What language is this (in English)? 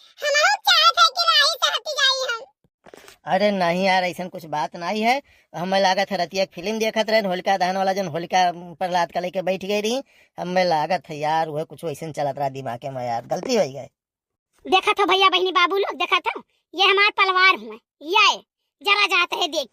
Awadhi